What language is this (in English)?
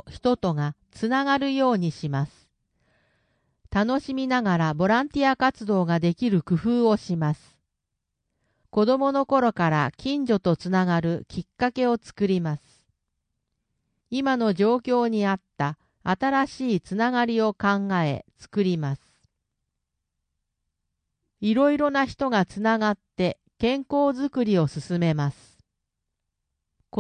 Japanese